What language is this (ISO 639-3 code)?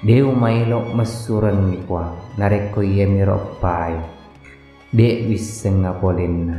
bug